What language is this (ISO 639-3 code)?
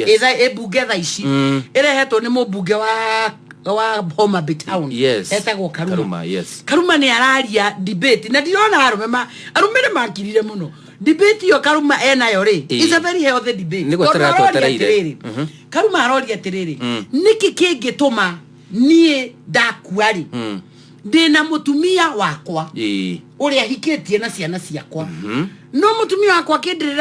kik